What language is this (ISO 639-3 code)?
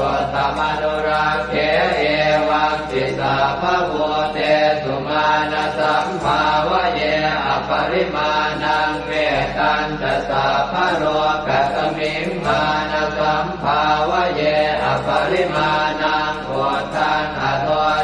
pli